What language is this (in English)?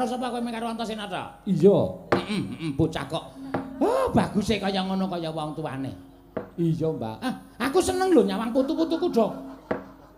Javanese